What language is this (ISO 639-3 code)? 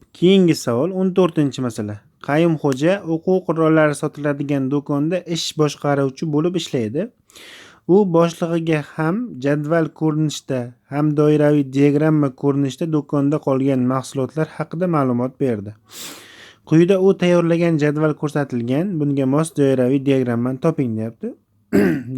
uzb